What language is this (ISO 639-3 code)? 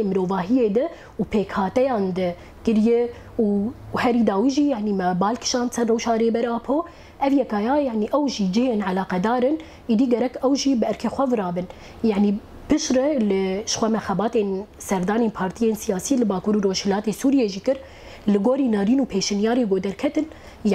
kur